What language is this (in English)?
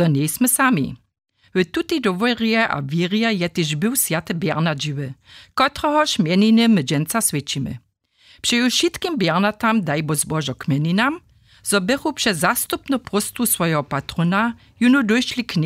Upper Sorbian